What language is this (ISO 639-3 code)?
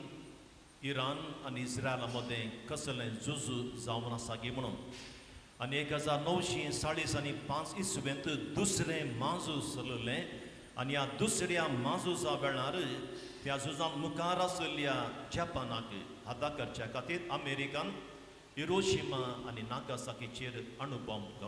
kok